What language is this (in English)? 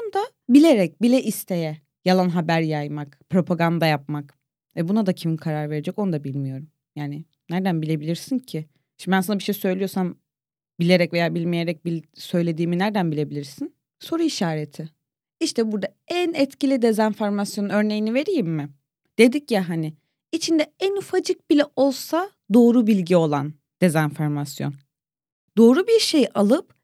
Turkish